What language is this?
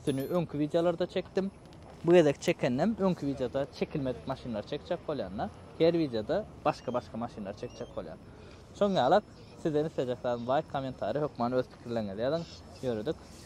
Turkmen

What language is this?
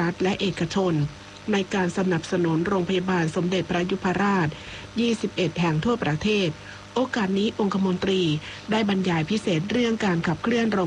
Thai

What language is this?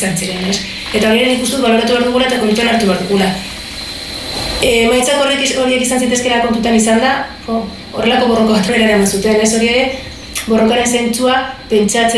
Basque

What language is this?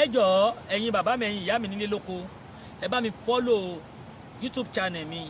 Yoruba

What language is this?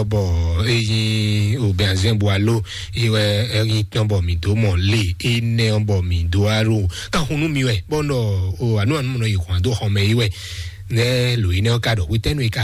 Fon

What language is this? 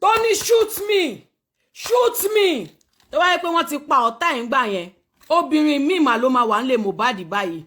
Yoruba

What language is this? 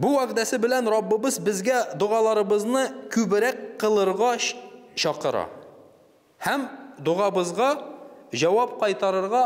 Tatar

